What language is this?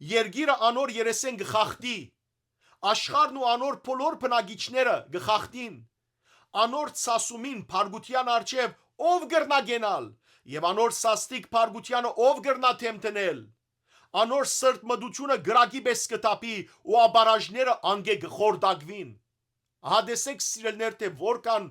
Western Armenian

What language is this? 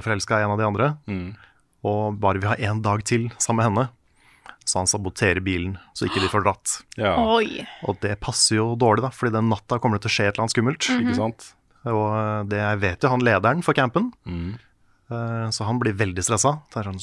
Norwegian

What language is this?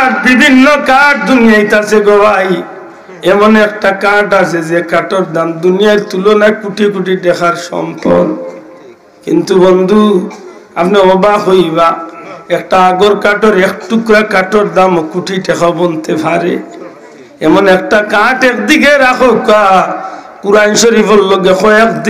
Sylheti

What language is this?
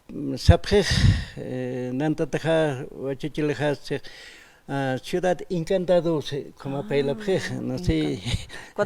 Aymara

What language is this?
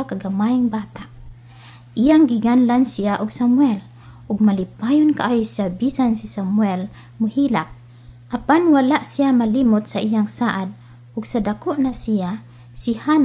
Cebuano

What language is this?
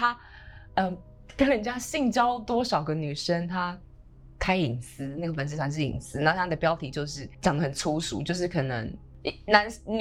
Chinese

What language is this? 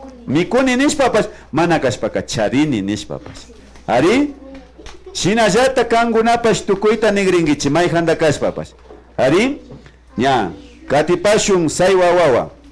Imbabura Highland Quichua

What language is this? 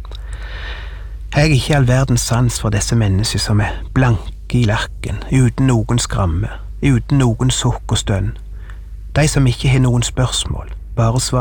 Norwegian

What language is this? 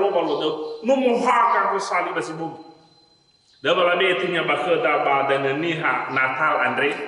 Nias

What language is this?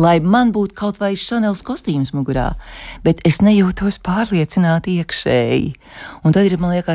Latvian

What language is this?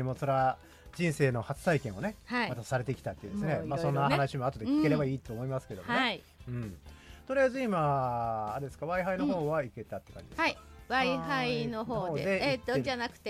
Japanese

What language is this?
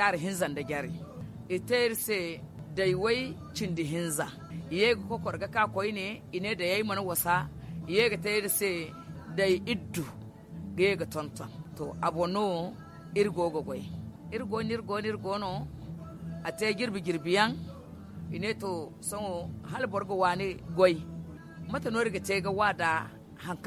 Zarma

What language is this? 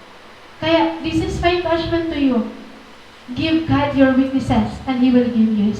Waray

